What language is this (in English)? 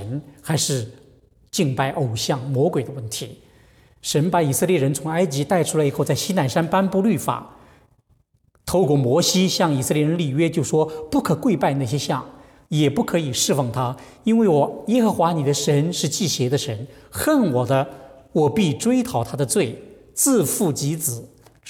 Chinese